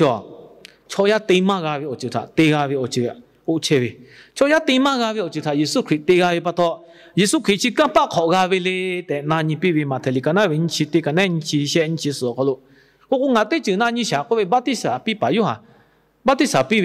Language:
Lahu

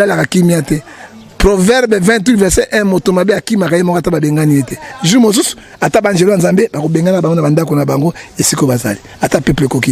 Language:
Lingala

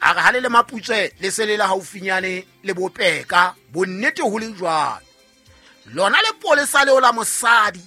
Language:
Southern Sotho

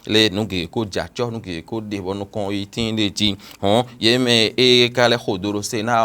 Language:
Fon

